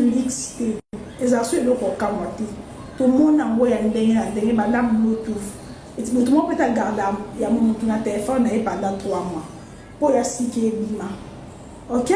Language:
Lingala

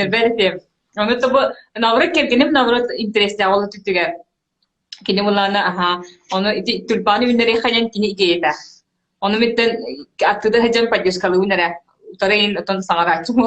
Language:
Yakut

